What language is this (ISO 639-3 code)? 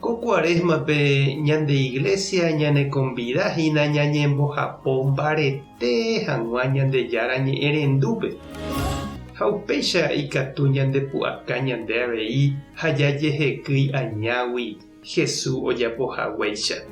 grn